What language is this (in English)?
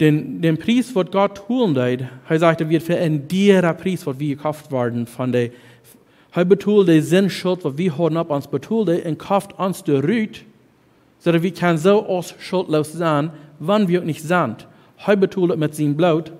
Plautdietsch